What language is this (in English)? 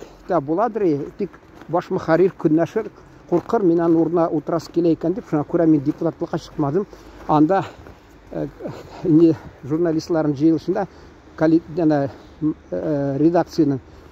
Tatar